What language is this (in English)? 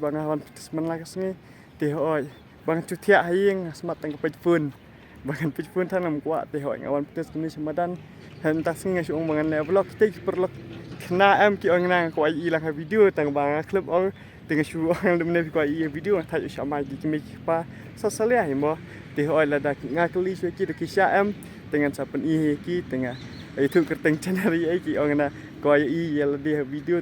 Khasi